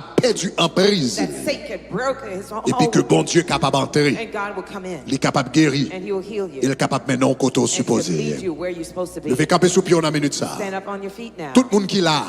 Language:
Haitian Creole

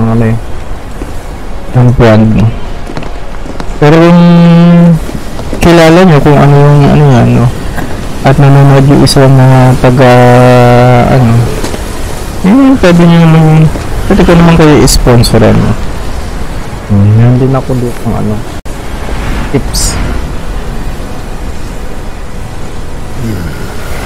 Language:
Filipino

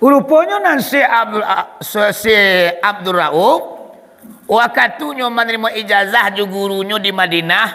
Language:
Minangkabau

